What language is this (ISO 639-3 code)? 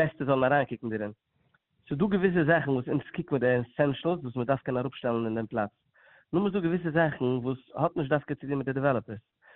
yid